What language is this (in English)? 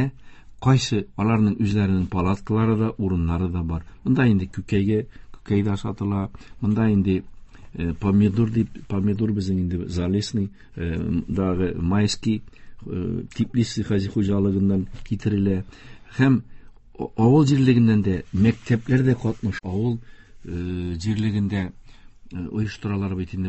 Tatar